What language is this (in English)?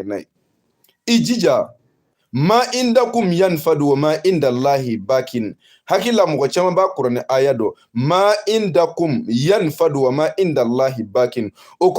Bambara